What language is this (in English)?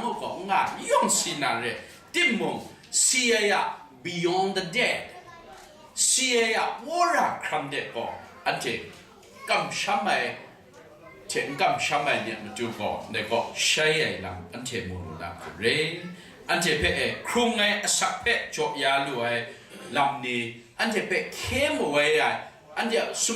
Kachin